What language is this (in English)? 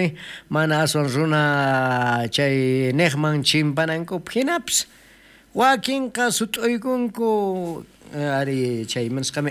South Bolivian Quechua